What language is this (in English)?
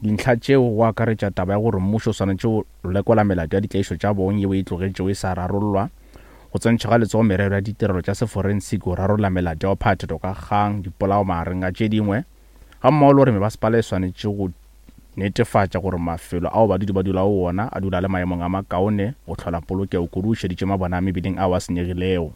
Northern Sotho